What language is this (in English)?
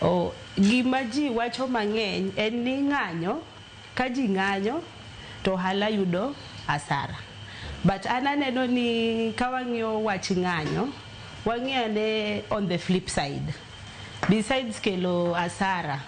Luo (Kenya and Tanzania)